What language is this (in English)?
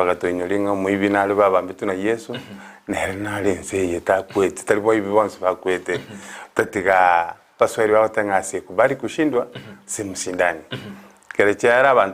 Gusii